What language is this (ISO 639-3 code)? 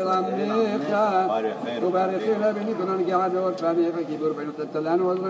heb